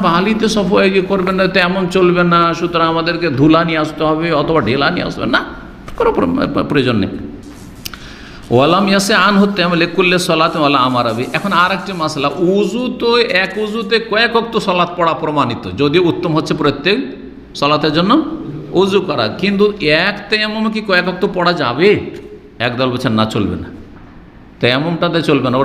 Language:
Bangla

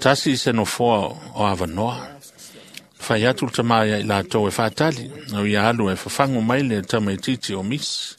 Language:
Samoan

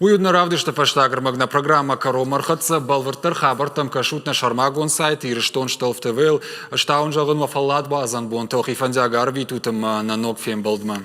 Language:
Ossetic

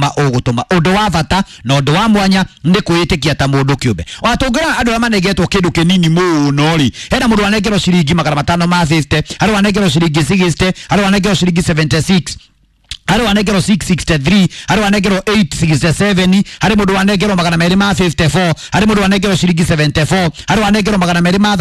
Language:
Kikuyu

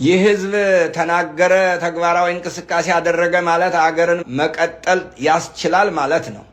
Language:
Amharic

